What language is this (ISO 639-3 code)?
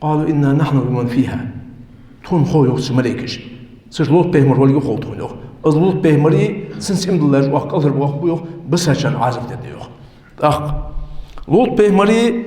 inh